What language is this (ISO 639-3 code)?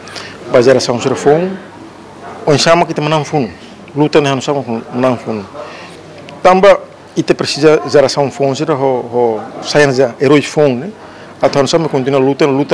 tet